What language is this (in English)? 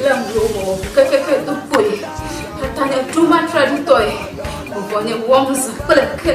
Ewe